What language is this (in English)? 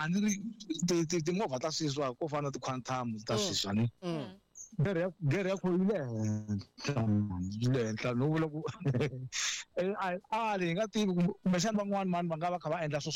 Tsonga